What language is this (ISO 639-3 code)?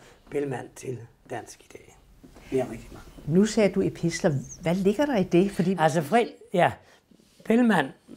dan